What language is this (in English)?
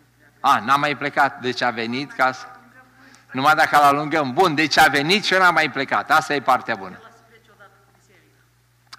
Romanian